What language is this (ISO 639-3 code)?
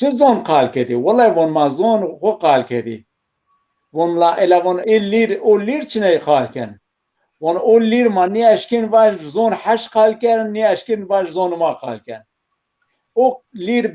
zza